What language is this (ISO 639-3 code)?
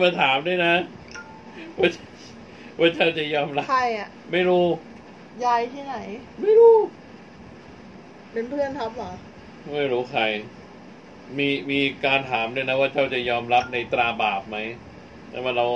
tha